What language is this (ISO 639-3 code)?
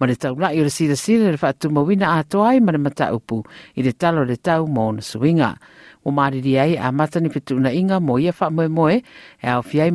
smo